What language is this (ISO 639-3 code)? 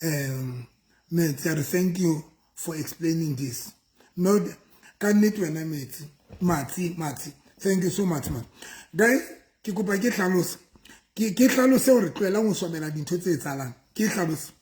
sot